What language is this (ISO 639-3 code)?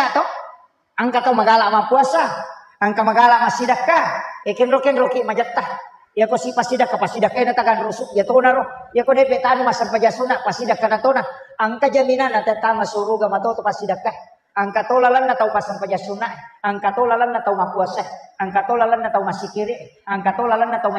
bug